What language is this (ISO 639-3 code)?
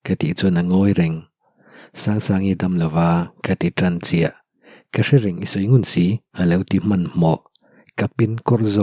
lus